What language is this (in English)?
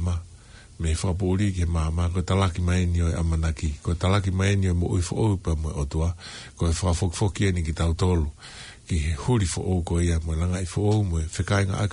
Tongan